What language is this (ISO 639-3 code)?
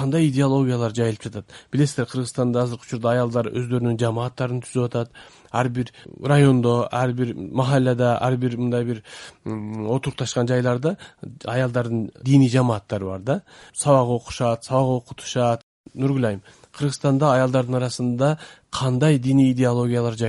kir